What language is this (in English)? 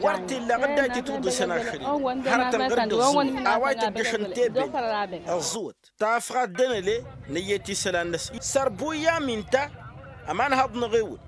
Tamasheq